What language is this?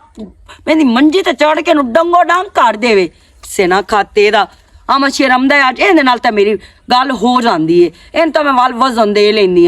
Western Panjabi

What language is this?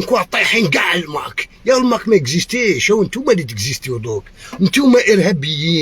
Algerian Arabic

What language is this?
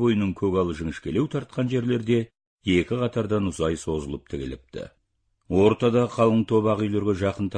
Kazakh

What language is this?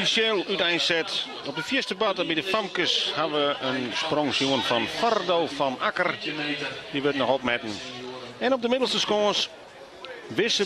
Western Frisian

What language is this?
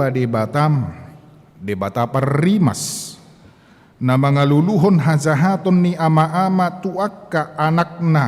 Batak Toba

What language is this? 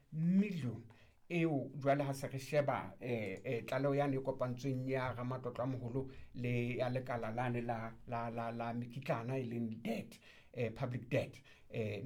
Southern Sotho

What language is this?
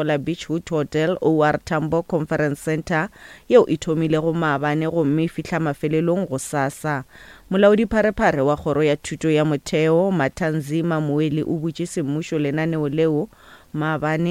Northern Sotho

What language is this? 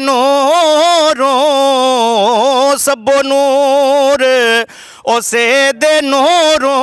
Pahari-Potwari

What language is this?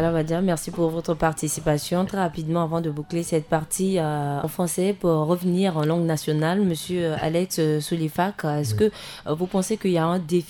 French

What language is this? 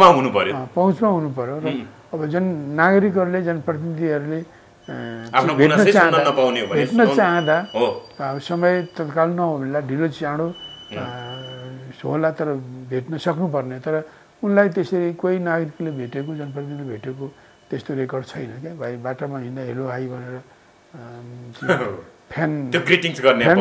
Nepali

